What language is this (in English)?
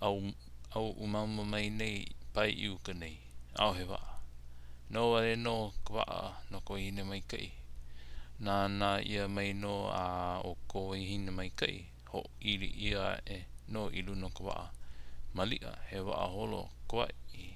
Hawaiian